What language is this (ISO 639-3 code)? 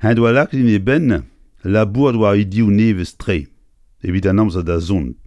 bre